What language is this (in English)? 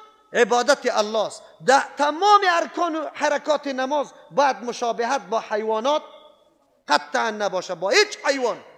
Persian